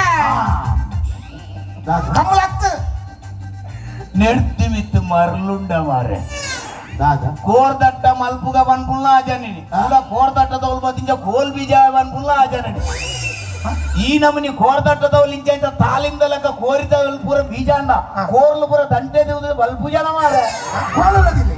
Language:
Tulu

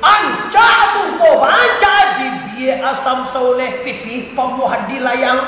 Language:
Minangkabau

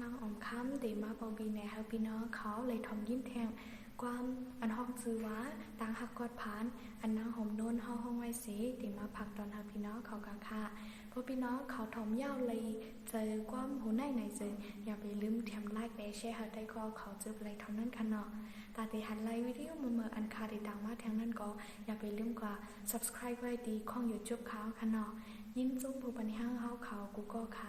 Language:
Shan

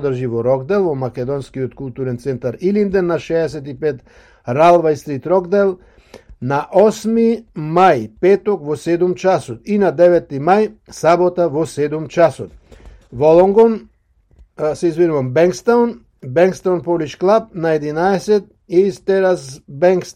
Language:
Macedonian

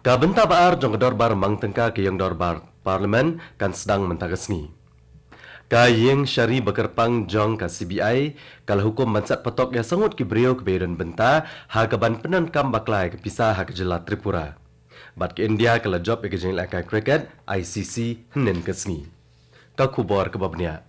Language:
Khasi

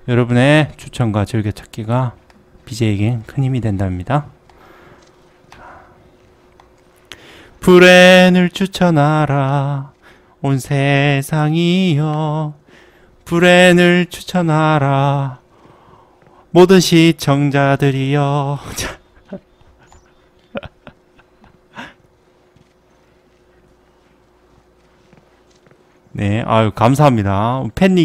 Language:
Korean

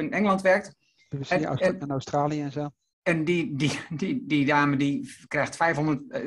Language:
Dutch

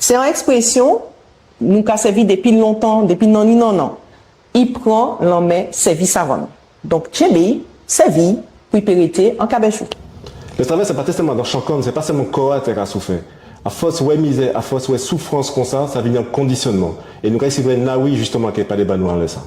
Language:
Guadeloupean Creole French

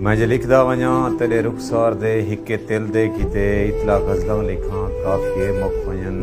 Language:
Saraiki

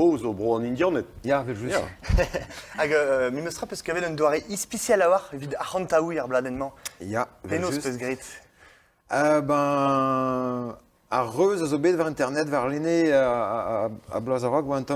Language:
Breton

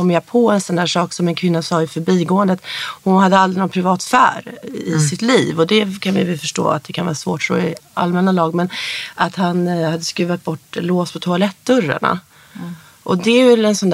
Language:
Swedish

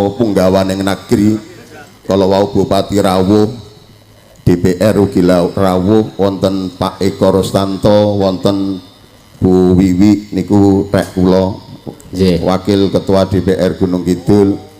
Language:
Javanese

